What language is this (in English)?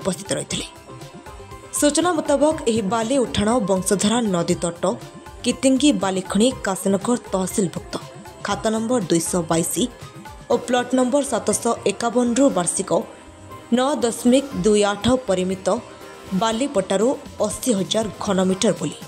Odia